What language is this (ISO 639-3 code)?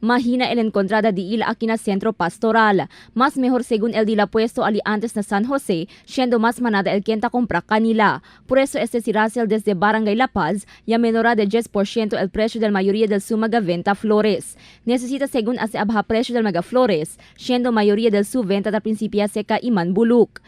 cbk